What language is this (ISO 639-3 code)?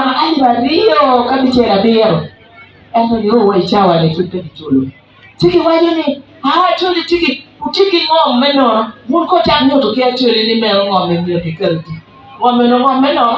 ach